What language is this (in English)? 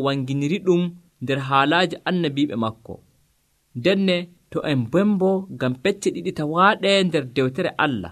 Nigerian Fulfulde